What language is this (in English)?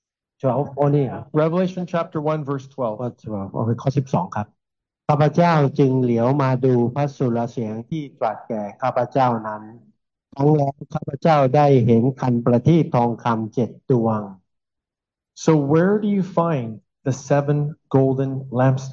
Thai